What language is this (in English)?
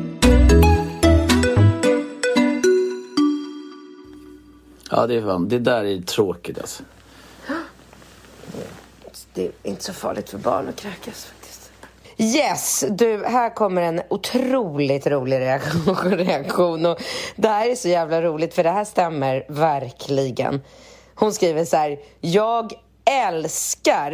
Swedish